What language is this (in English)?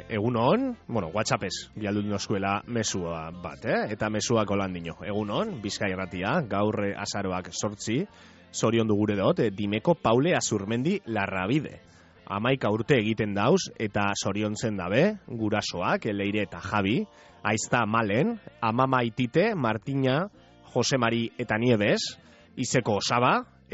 Basque